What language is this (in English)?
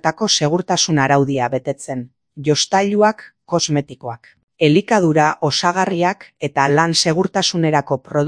Basque